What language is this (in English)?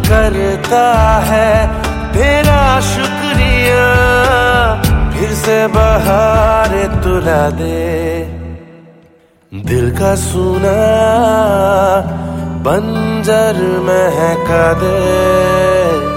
Hindi